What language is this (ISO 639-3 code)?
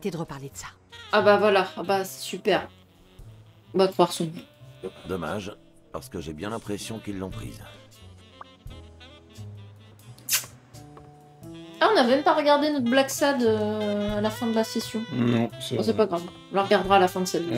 fra